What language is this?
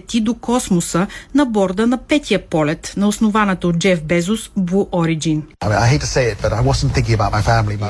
Bulgarian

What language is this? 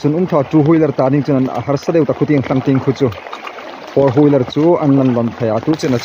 Hmar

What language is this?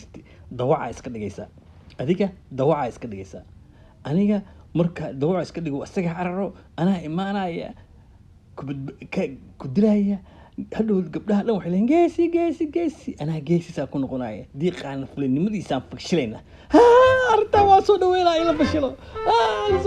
Somali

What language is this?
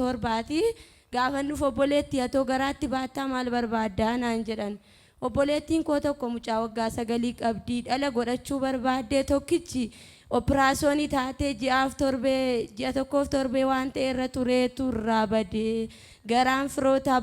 Oromo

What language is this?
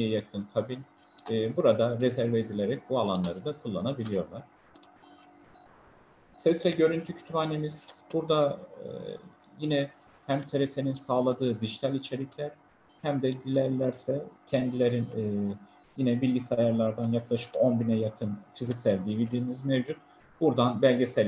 Turkish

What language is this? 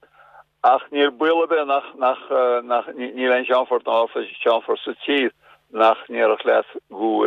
Irish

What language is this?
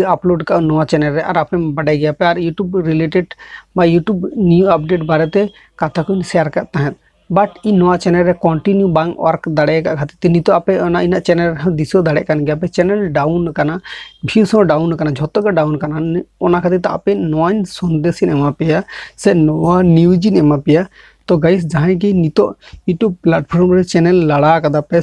Santali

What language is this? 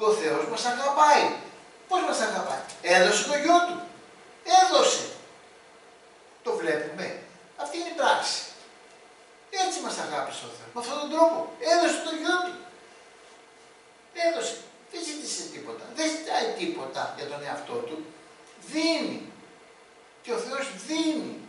Greek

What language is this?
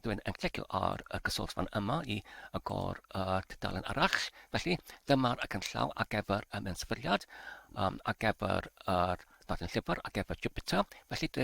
Welsh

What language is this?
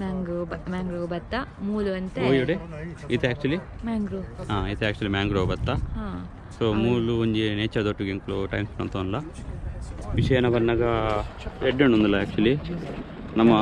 Tulu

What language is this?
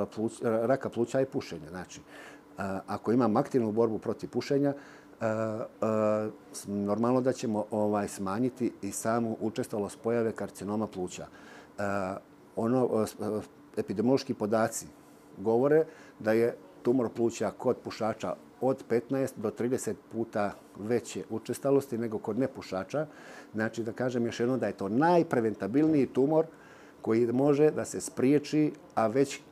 Bosnian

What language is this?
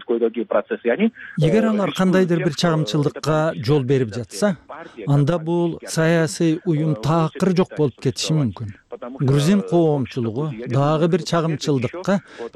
Kyrgyz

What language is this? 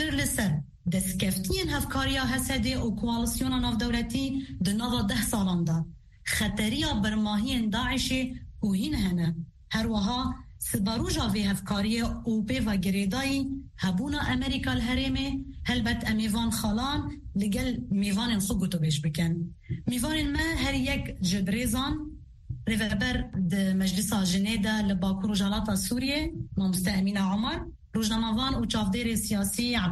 Kurdish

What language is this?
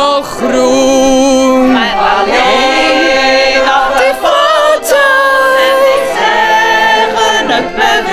Western Frisian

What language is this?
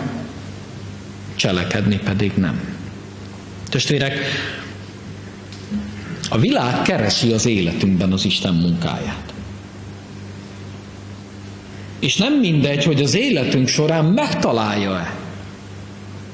Hungarian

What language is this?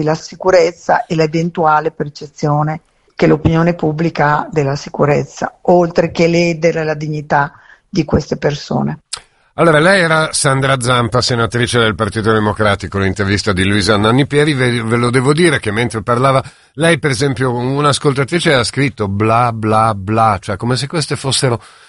Italian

